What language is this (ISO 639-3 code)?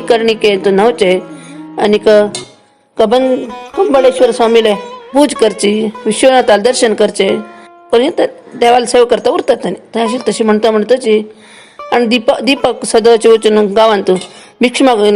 kok